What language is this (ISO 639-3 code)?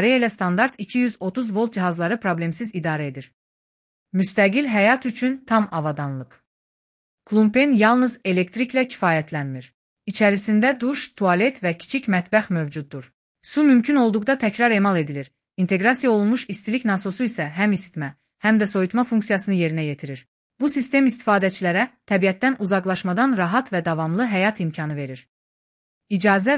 aze